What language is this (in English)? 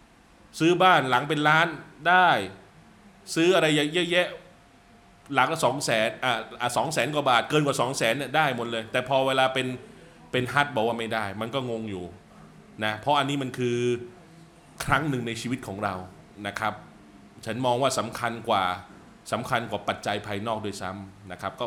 Thai